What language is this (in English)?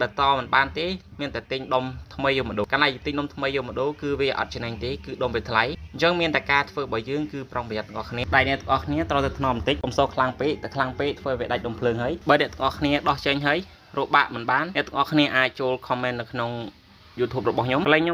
Khmer